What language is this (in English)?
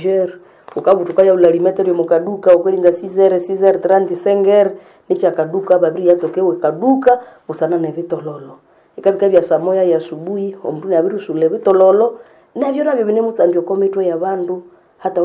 Nande